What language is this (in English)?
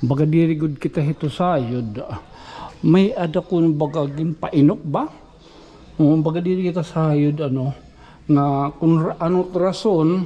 Waray